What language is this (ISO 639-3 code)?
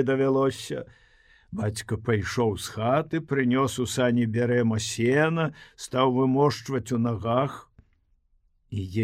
bel